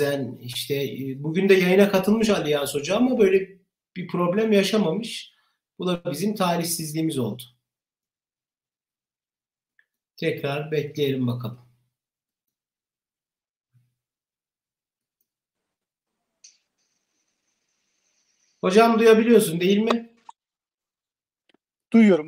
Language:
Turkish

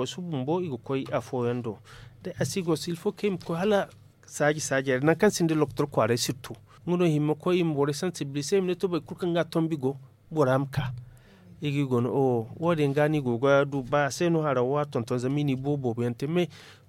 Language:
Zarma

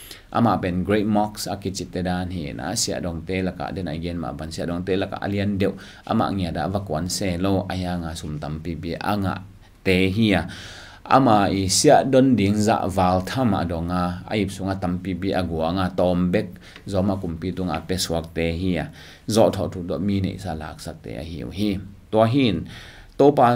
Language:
Tedim Chin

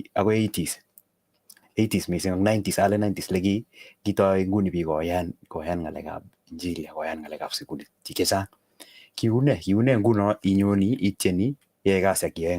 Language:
Kalenjin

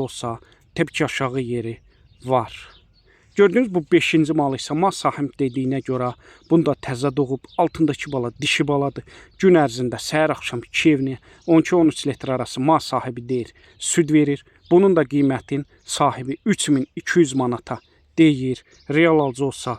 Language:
Azerbaijani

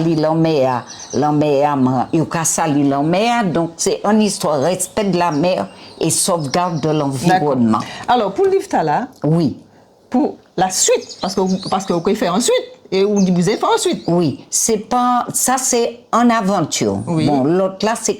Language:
Guadeloupean Creole French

